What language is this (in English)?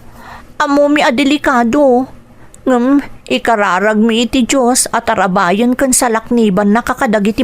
Iloko